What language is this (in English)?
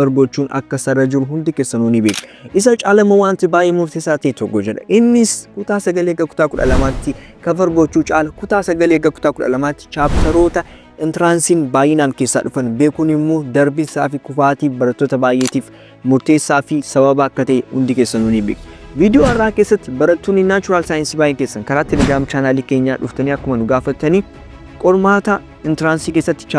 Oromo